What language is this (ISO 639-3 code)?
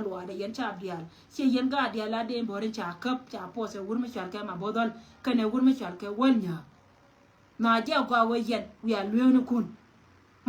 nus